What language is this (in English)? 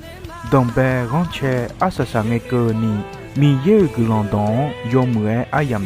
Akha